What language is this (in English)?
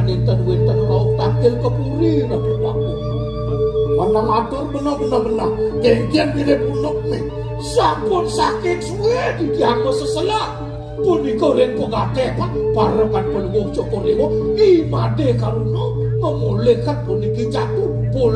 Balinese